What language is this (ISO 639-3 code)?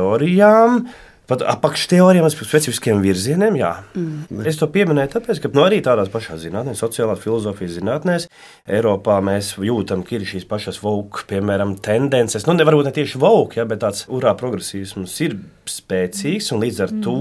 lav